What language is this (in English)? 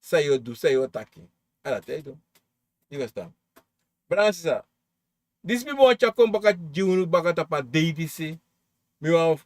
Sranan Tongo